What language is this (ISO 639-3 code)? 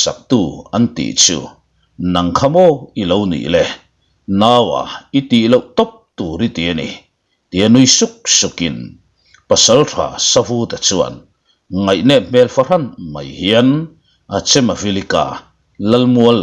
lus